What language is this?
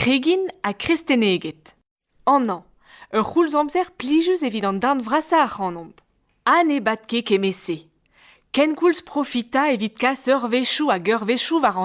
Breton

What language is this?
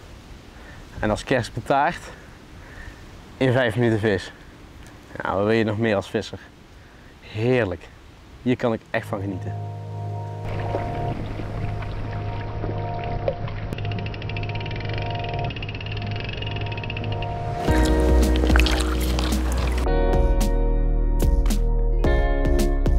Dutch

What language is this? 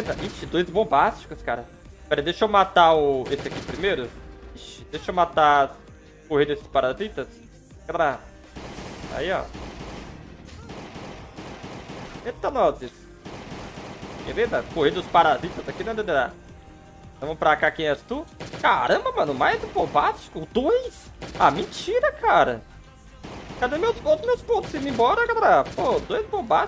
Portuguese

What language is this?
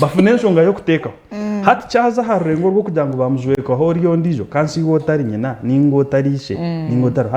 Nyankole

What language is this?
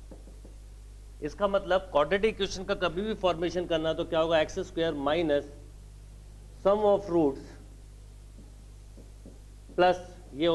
Hindi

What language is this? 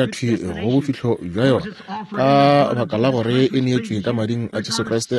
Northern Sotho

